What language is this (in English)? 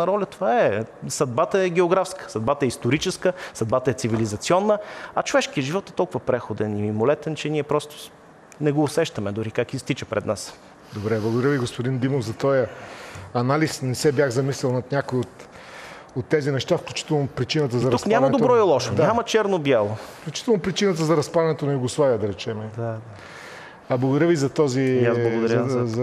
Bulgarian